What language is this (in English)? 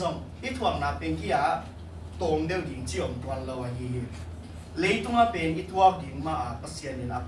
Tedim Chin